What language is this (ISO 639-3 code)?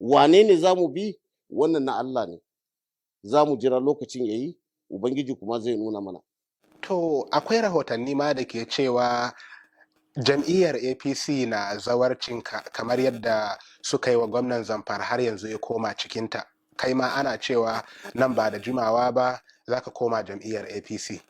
hau